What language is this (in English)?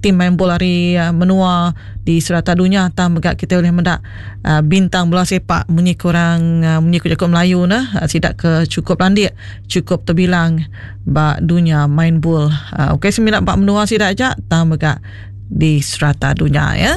Iban